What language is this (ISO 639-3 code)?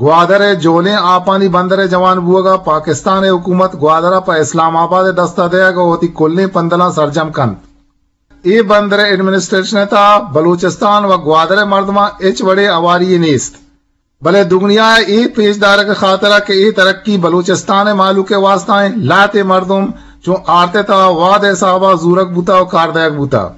bgp